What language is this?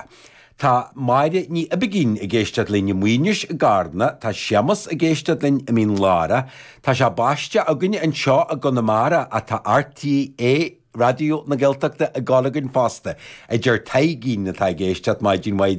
Irish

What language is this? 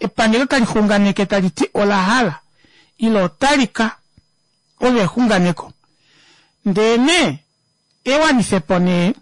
Kuanyama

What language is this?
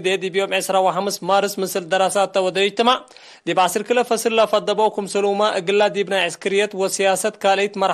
Tigre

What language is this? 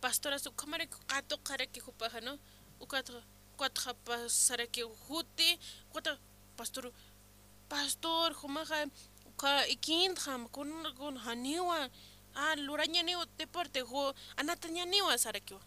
Aymara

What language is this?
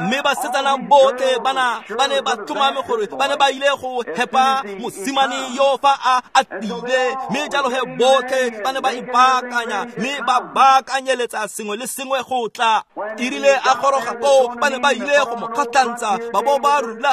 Tswana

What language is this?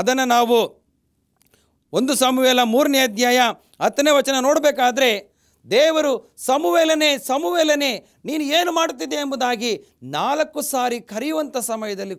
Kannada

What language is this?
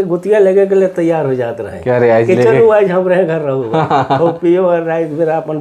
Sadri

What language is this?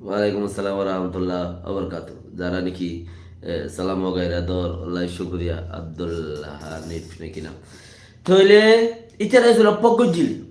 Rohingya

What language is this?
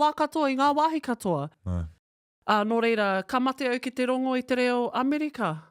Māori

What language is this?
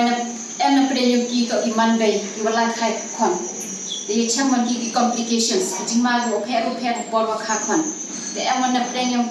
Pnar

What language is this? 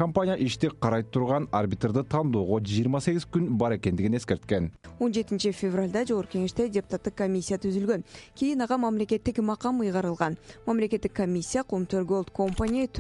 Kyrgyz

